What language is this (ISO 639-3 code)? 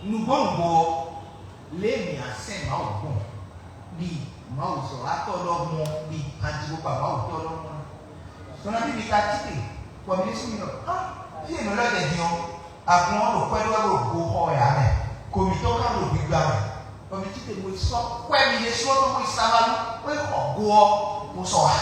fon